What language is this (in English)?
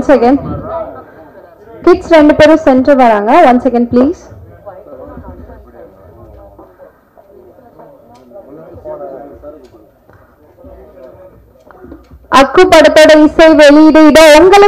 Tamil